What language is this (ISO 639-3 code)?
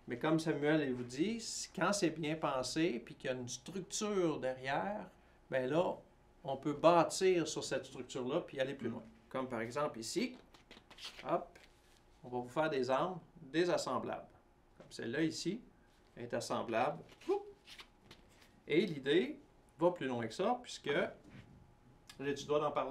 fra